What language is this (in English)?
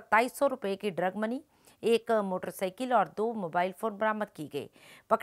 Hindi